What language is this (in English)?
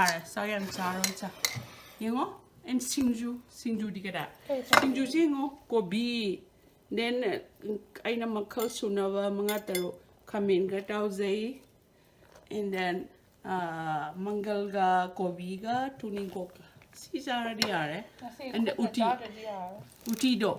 Manipuri